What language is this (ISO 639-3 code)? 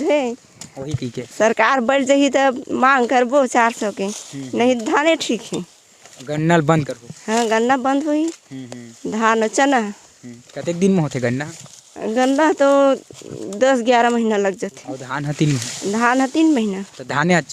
hne